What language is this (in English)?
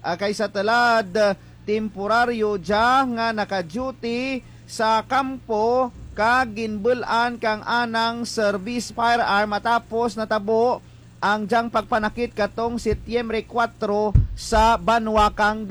Hiligaynon